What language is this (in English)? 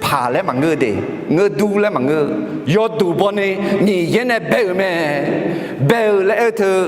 Akha